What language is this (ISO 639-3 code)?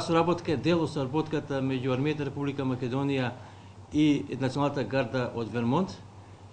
mkd